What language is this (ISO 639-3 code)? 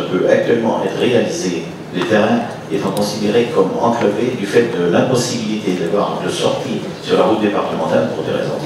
fra